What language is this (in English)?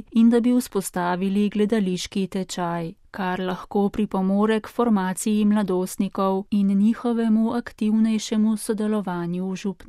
Slovenian